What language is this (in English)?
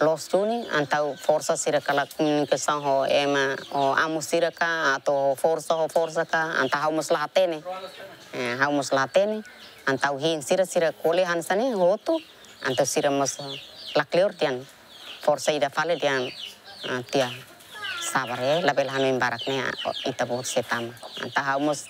Tetum